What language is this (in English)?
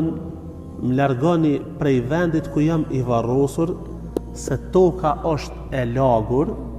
Albanian